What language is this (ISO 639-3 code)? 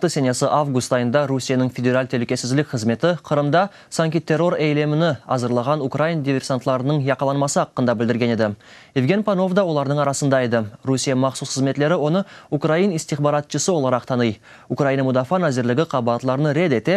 crh